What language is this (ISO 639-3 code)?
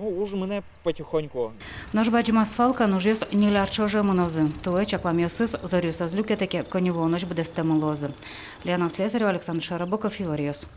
udm